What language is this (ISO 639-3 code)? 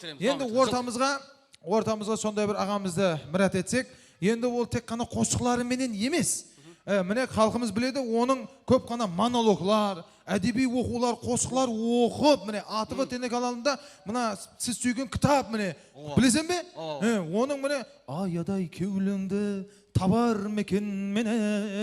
kaa